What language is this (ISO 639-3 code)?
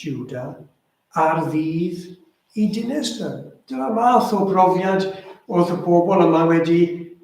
cym